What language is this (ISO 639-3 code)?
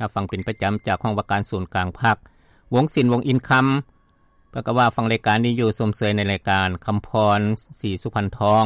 lao